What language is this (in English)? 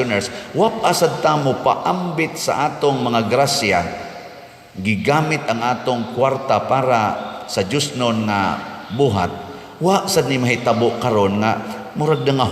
Cebuano